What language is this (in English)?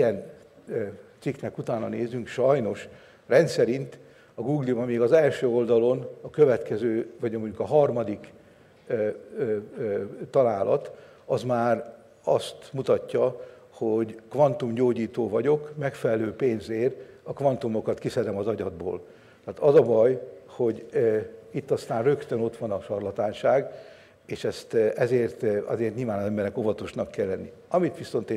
Hungarian